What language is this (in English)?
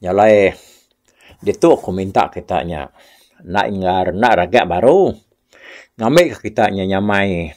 Iban